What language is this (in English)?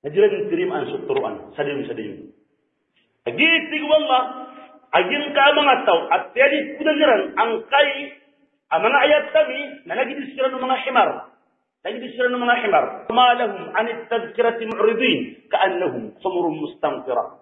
Maranao